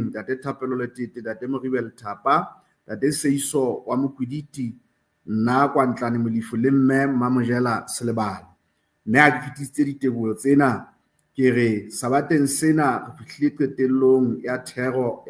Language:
Southern Sotho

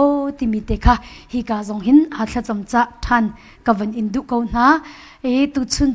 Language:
Hakha Chin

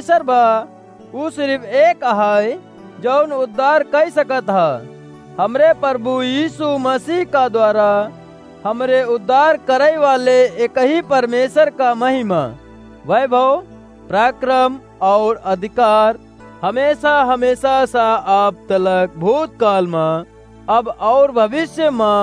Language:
Awadhi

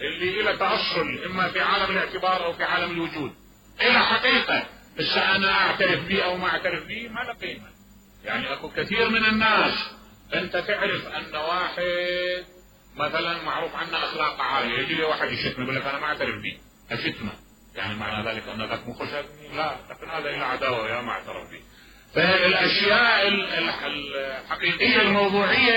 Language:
Mesopotamian Arabic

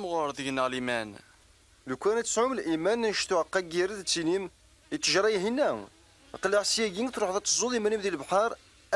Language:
Kabyle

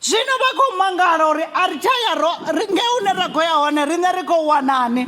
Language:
Venda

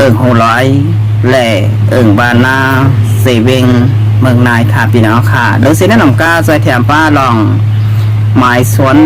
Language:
Shan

